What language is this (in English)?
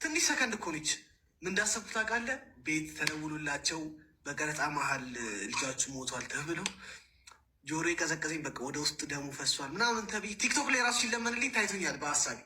Amharic